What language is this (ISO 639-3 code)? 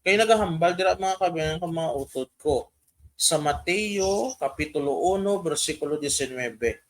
hil